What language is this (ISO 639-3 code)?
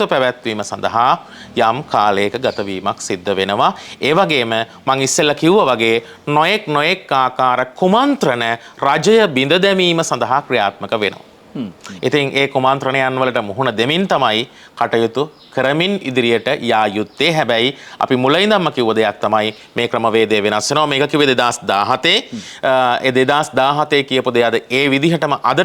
sin